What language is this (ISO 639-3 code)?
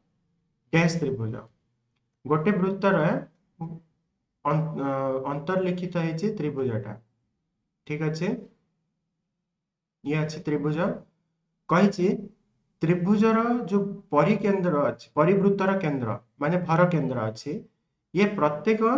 ori